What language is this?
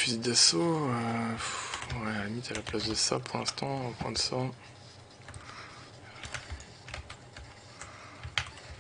French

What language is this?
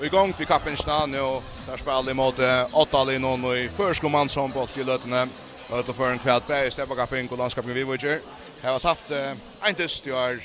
Faroese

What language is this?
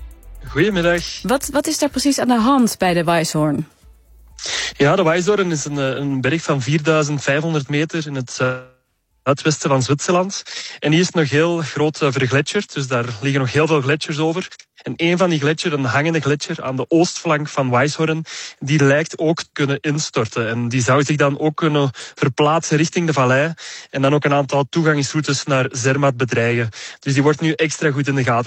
Dutch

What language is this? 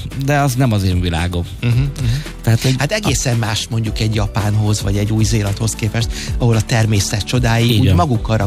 Hungarian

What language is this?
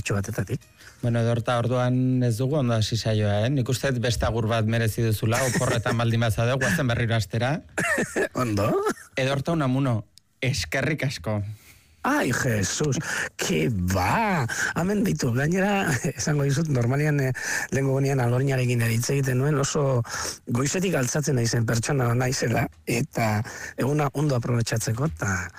Basque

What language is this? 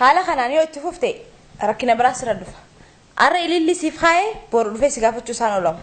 Oromo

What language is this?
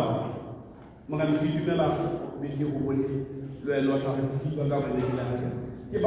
Tswana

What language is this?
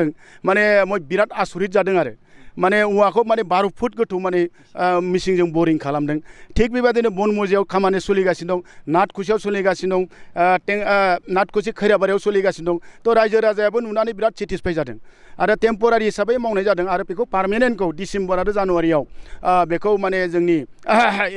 Bodo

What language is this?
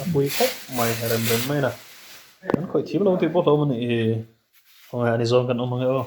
Mizo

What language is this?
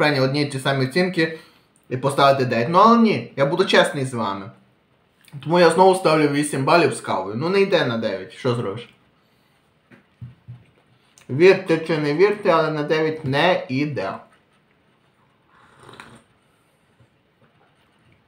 Ukrainian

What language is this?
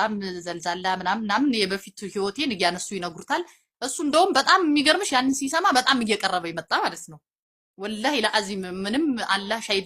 Amharic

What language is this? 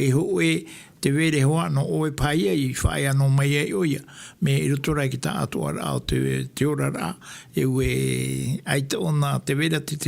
Tahitian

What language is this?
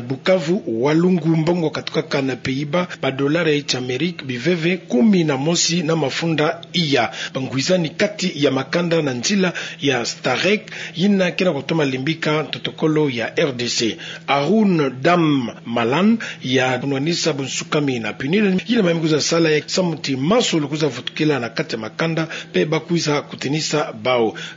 Kituba (Democratic Republic of Congo)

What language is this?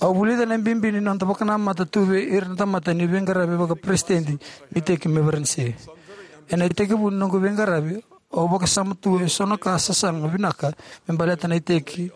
Fijian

